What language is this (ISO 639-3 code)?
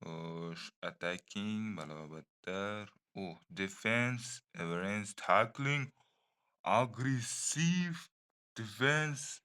uzb